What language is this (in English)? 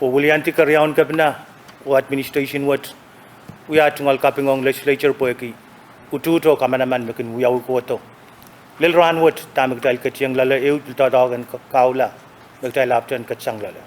Pohnpeian